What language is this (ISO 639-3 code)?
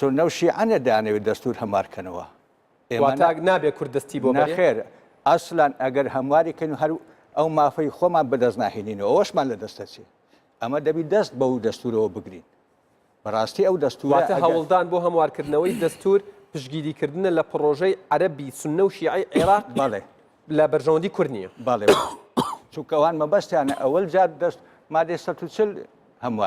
ckb